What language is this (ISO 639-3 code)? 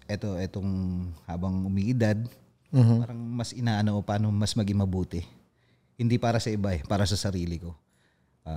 fil